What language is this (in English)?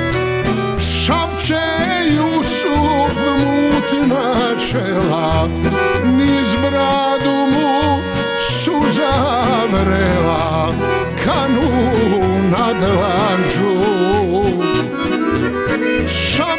Bosnian